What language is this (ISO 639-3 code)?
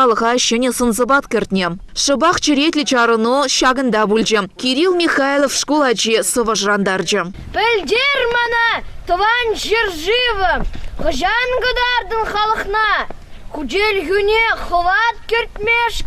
chv